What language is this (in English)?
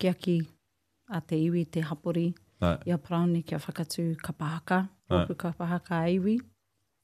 Māori